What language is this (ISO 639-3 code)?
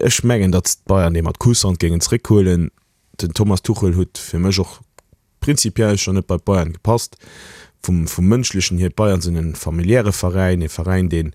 ltz